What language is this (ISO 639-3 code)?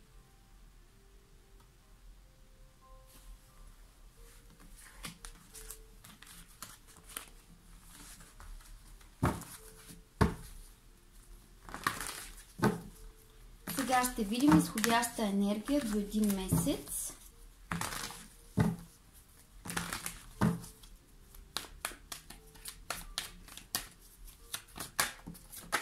bul